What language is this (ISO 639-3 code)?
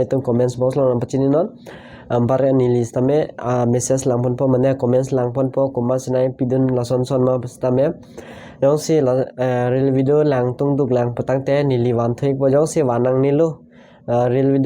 mjw